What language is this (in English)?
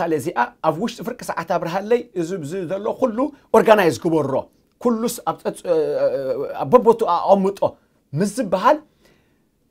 Tigrinya